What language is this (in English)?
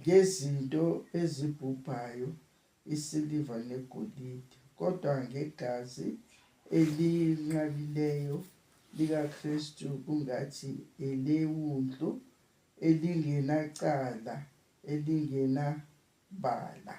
Zulu